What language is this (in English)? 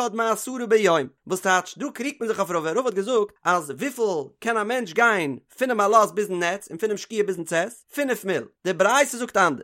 Yiddish